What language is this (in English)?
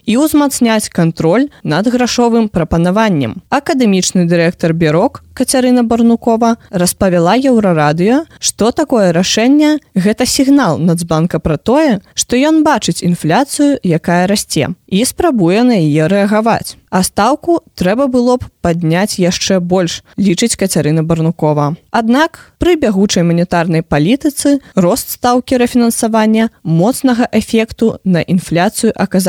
Belarusian